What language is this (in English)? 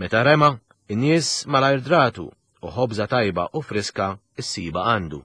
Maltese